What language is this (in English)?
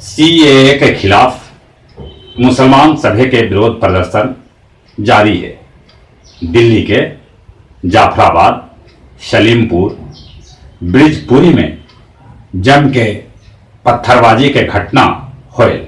Magahi